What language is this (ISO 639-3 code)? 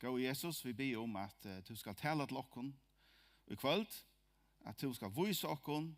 fao